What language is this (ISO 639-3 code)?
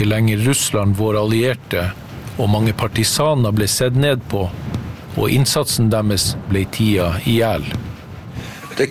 nor